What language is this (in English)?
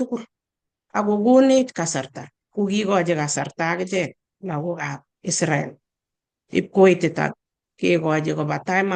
Kalenjin